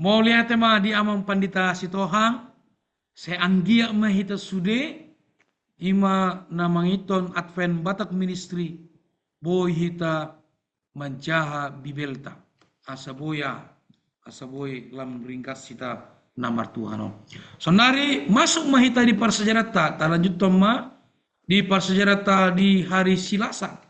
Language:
Batak Toba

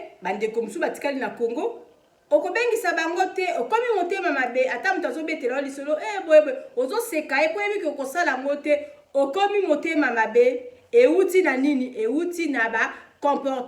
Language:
Lingala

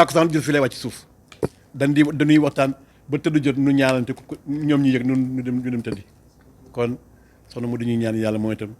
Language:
Wolof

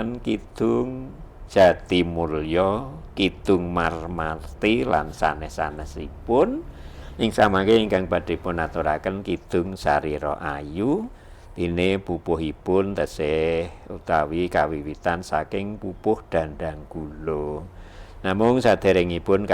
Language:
Javanese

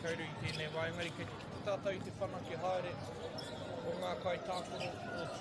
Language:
Māori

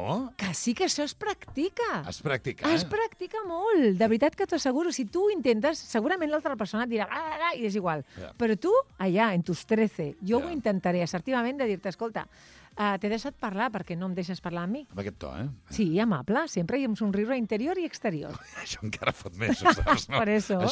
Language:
Catalan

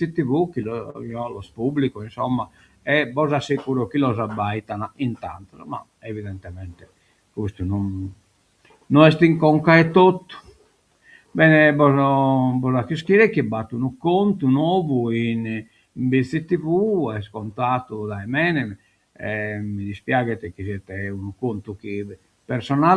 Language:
Sardinian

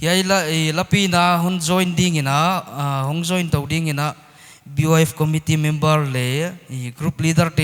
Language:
Paite Chin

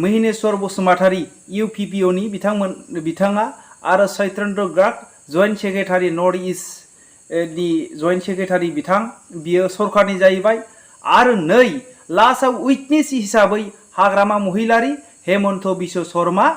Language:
Bodo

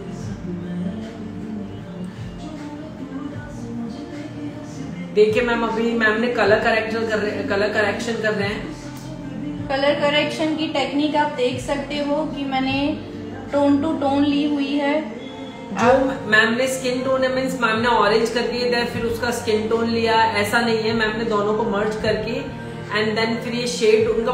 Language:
Hindi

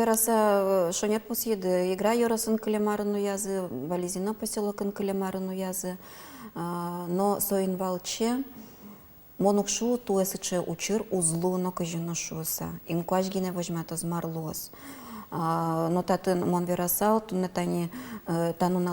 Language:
Udmurt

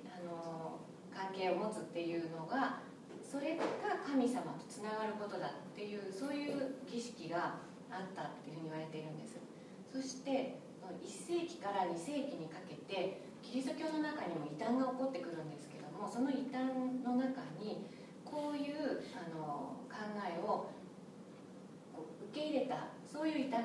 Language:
Japanese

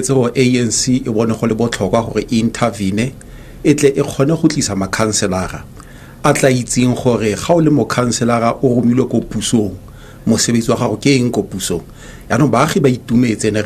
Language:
Tswana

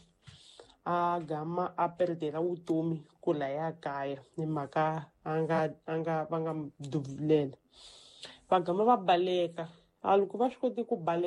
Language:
Tsonga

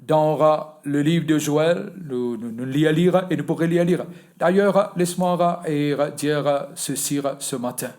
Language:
Morisyen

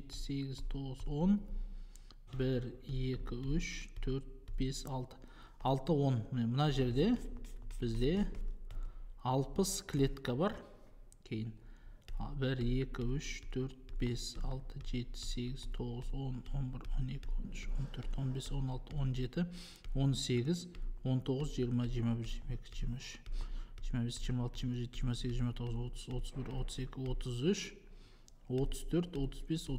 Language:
Kazakh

